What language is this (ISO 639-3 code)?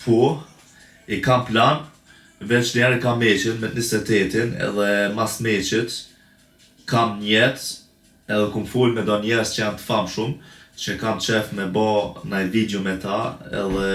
sqi